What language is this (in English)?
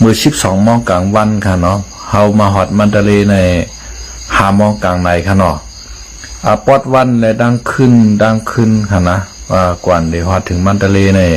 Shan